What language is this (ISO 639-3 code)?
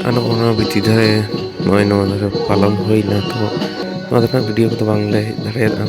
sat